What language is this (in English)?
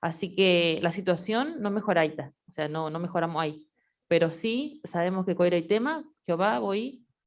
Guarani